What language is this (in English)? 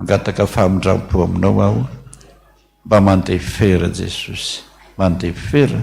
Malagasy